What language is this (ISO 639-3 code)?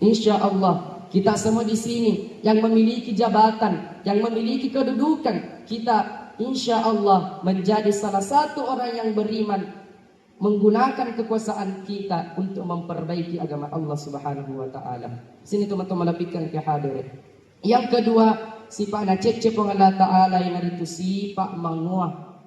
bug